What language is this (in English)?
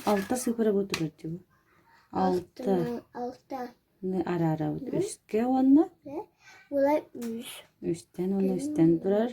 Yakut